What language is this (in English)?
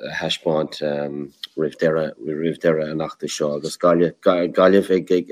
Irish